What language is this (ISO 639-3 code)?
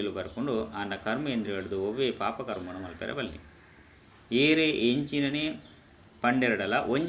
tcy